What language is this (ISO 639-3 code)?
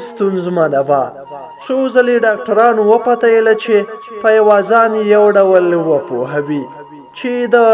pus